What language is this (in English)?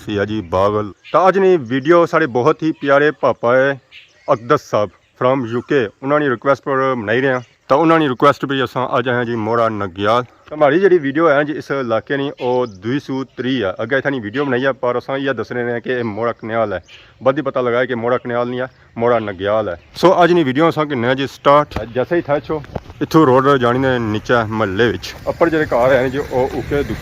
Pahari-Potwari